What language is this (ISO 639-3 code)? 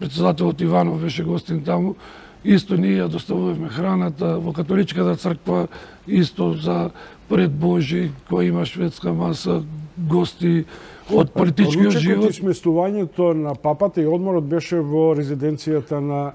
mkd